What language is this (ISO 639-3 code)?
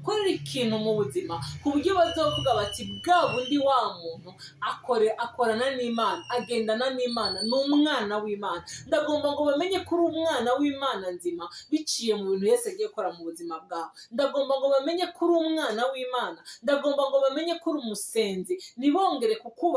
run